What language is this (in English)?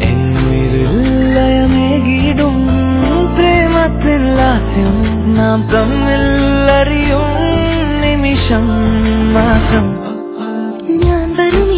Malayalam